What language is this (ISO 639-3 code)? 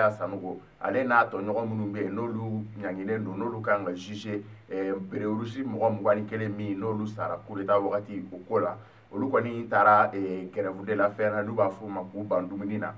bam